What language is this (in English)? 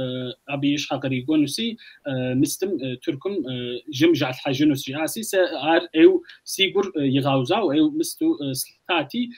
Kabardian